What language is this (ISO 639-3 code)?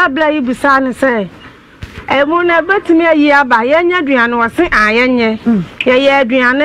aka